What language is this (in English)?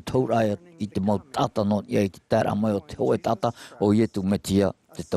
Tahitian